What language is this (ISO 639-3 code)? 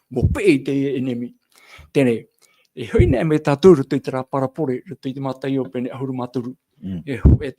tah